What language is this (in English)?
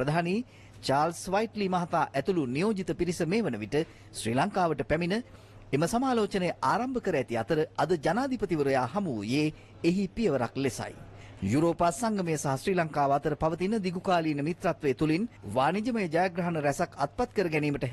Sinhala